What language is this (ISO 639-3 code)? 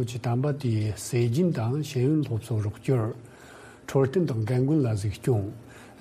bod